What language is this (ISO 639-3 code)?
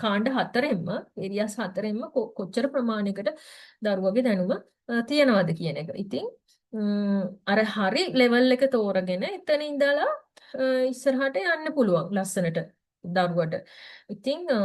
sin